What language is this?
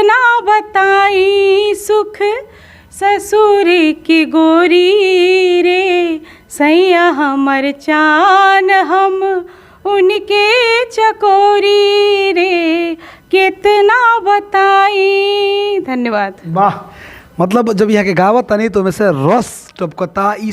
Bhojpuri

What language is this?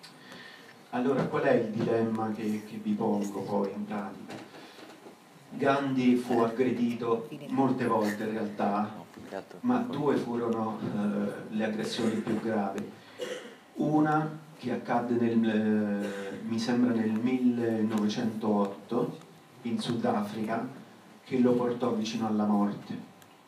Italian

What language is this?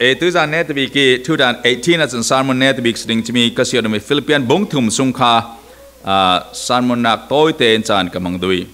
Falam Chin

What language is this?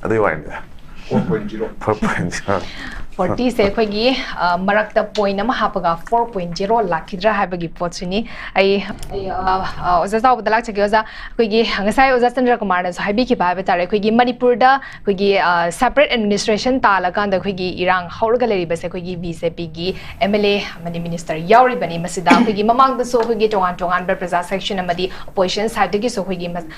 Manipuri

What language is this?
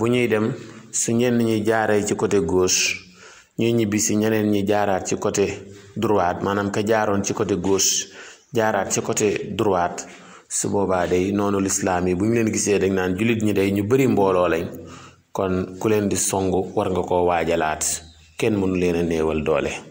Wolof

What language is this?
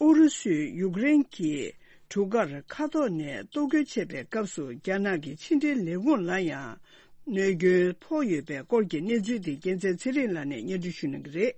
Tibetan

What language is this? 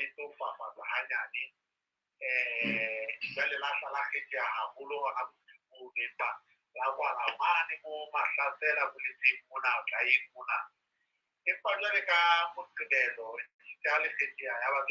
Southern Sotho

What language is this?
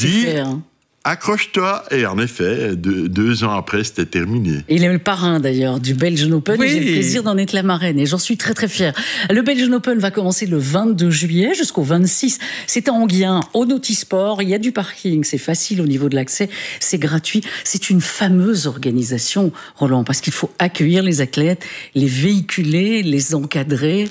French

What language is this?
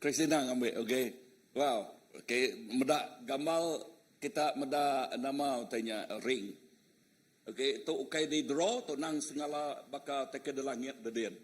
Iban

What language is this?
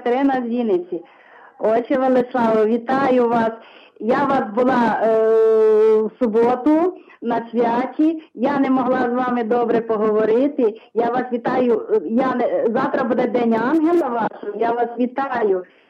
Ukrainian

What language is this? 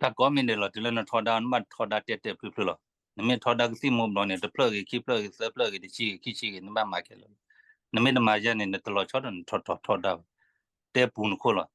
S'gaw Karen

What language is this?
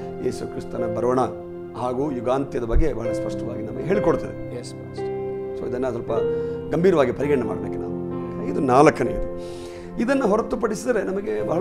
Kannada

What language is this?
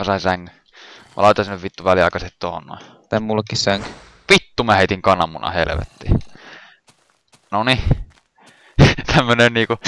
Finnish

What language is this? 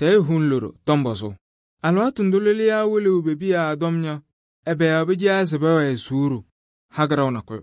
Kabiyè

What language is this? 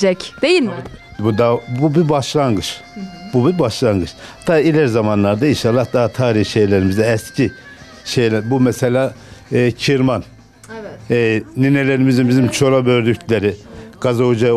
Turkish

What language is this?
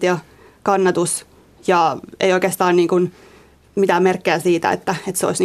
Finnish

